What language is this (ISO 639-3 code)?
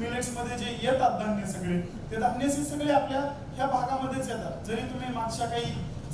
mar